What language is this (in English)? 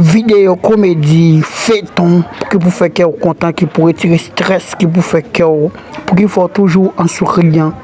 Haitian Creole